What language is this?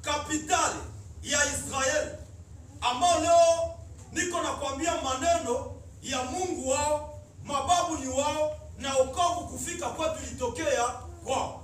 Swahili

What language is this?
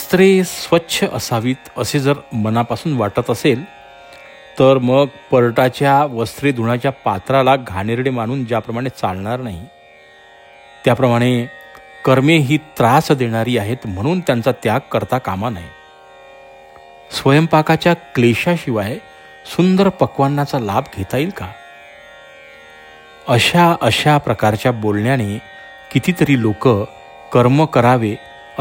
Marathi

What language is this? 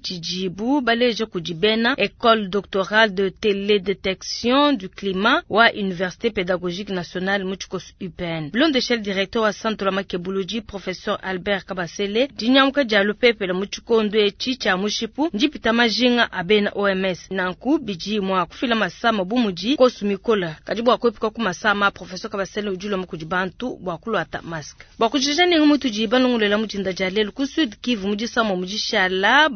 Luba-Lulua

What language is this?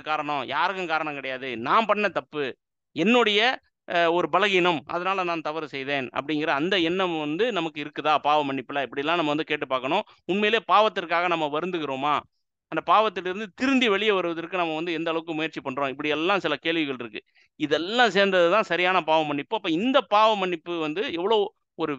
Tamil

